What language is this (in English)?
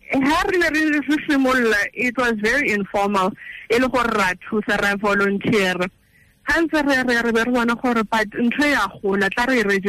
Tswana